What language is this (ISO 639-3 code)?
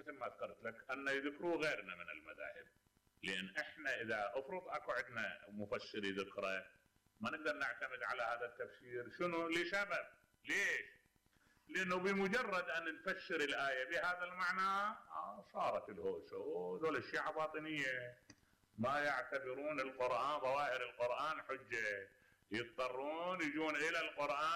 acm